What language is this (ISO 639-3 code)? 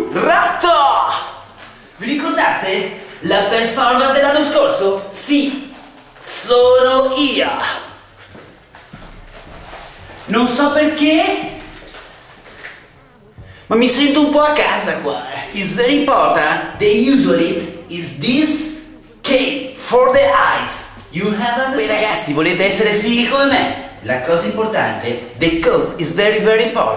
ita